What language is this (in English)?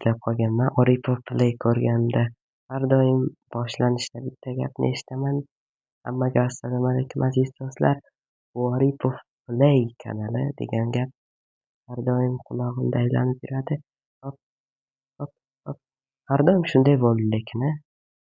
Uzbek